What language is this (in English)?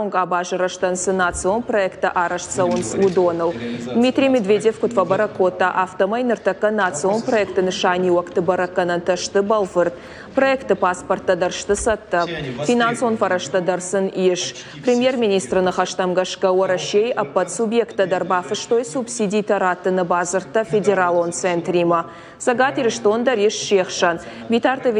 Ossetic